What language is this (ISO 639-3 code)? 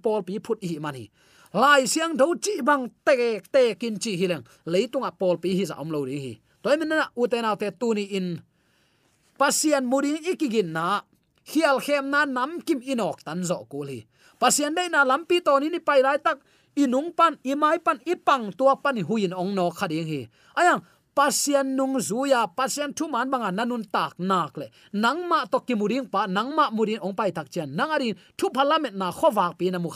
ctd